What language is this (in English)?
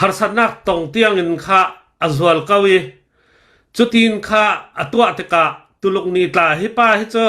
Hakha Chin